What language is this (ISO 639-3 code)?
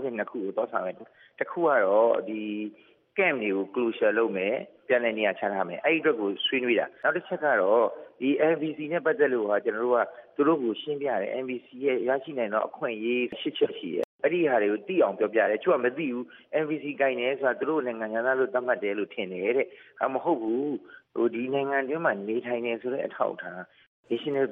mya